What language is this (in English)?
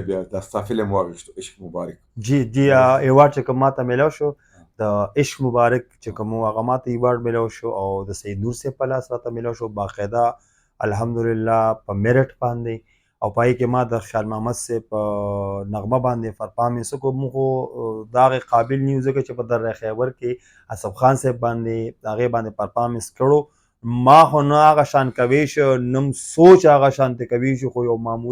Pashto